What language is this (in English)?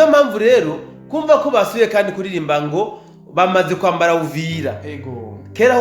Rundi